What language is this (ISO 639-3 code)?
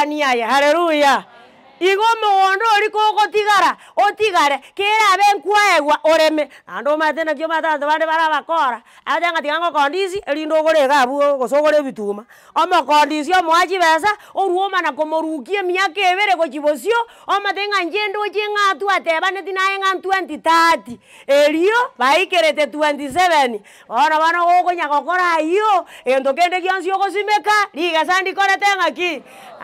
guz